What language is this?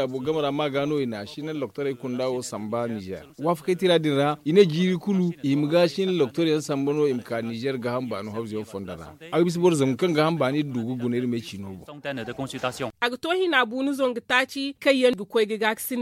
Zarma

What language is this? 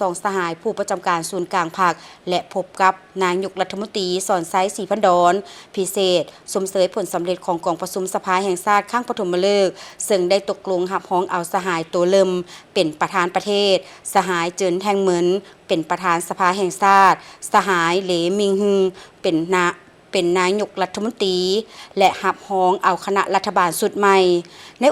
Lao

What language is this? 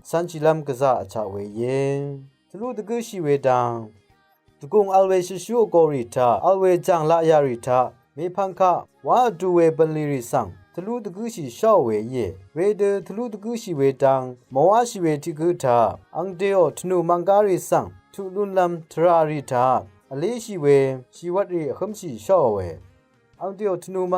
Rawang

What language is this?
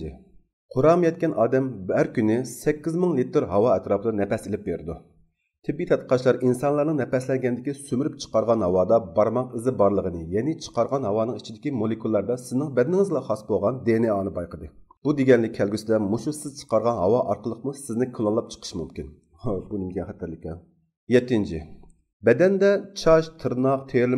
Uyghur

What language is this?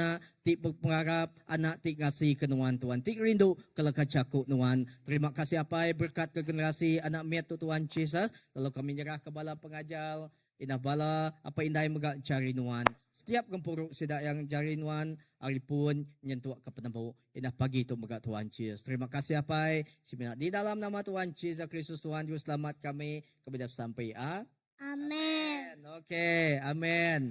Iban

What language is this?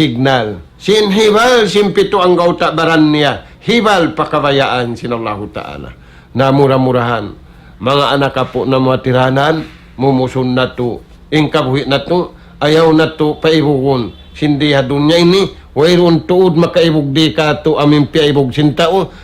Tausug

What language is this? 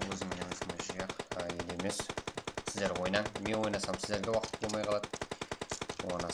Kara-Kalpak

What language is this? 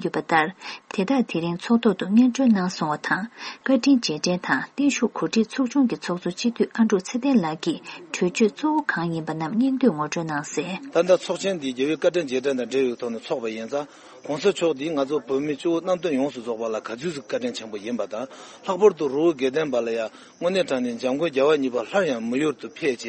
Tibetan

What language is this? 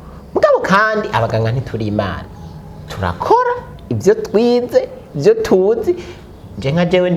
Rundi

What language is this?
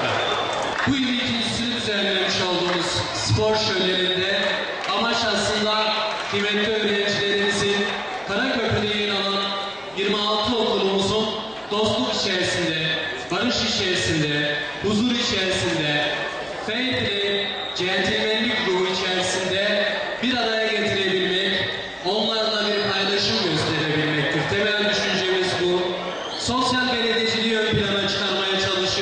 Turkish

